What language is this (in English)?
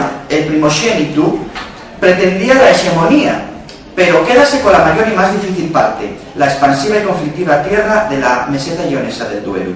Asturian